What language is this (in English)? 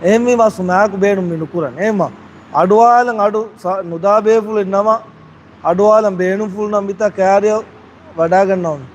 Divehi